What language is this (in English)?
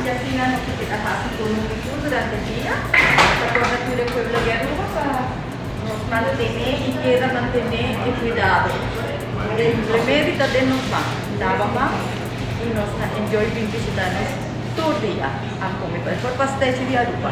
Papiamento